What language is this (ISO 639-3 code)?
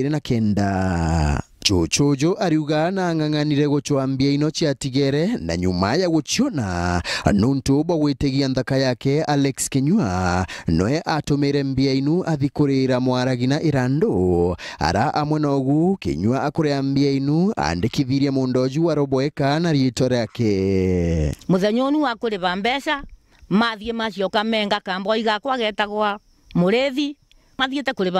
mer